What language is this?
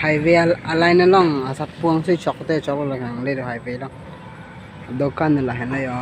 Karbi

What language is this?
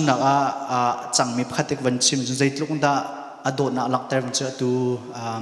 Hakha Chin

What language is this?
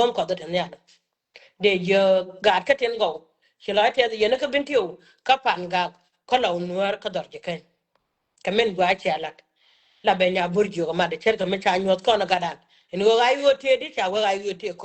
Nuer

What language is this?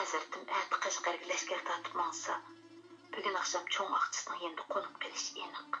Uyghur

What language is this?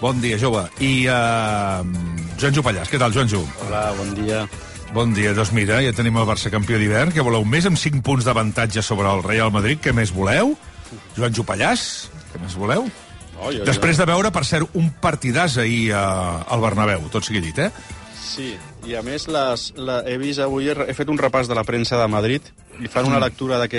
Catalan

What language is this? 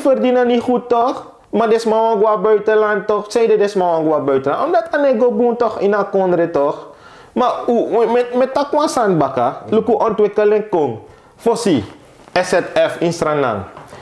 Sranan Tongo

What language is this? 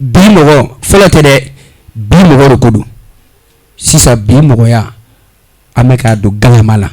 Bambara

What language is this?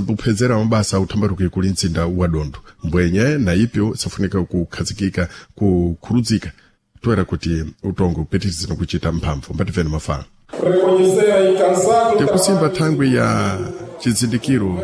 Sena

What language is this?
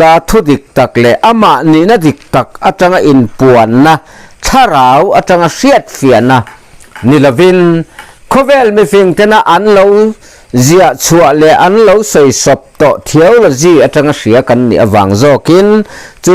Mizo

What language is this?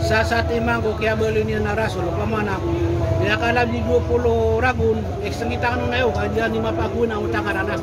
Maranao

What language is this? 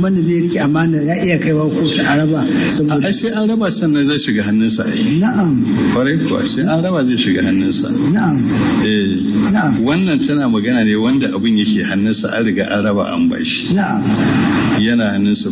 Hausa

